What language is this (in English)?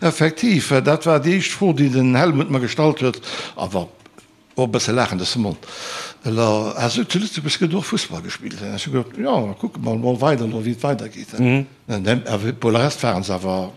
Luxembourgish